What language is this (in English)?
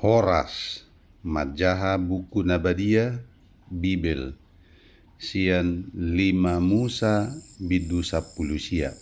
Batak Toba